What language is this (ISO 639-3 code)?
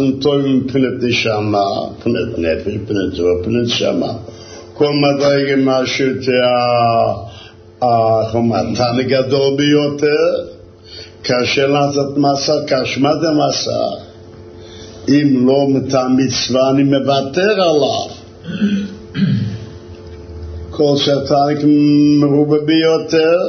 heb